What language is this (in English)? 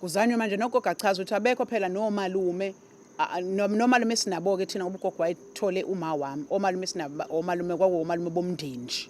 Zulu